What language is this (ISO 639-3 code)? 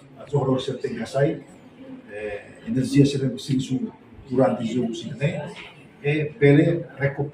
tet